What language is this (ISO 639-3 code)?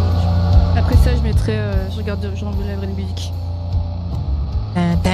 fra